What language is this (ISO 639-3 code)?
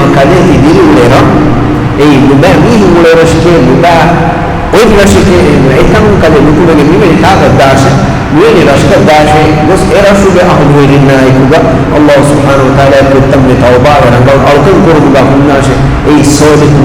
div